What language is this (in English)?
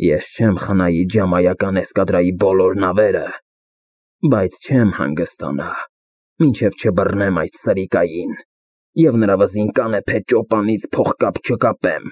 Armenian